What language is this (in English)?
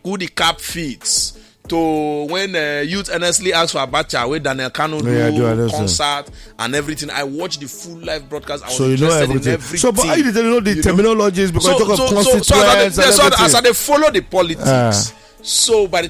Nigerian Pidgin